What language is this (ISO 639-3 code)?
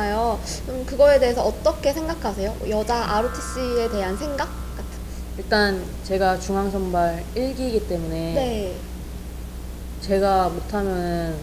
kor